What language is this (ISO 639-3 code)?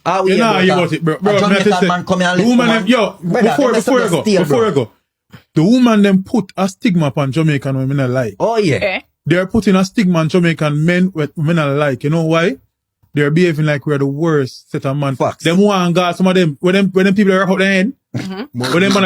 jam